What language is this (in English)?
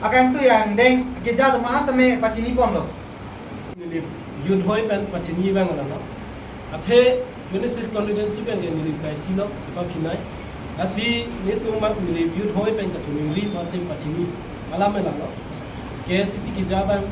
Karbi